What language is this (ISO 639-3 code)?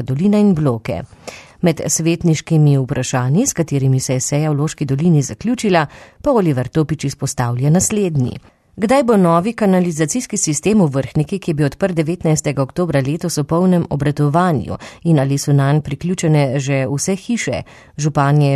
slv